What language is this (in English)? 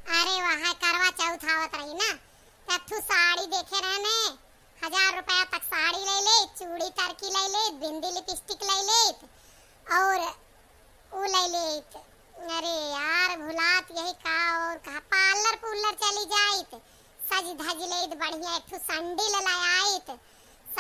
Awadhi